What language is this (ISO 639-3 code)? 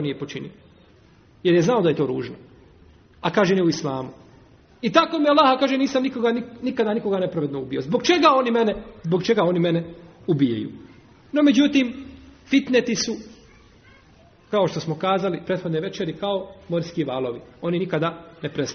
bos